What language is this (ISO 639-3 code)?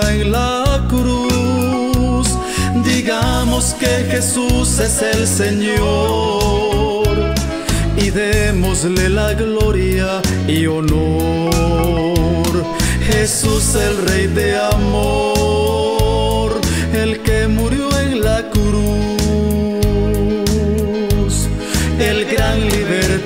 spa